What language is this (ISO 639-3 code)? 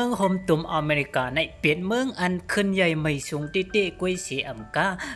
shn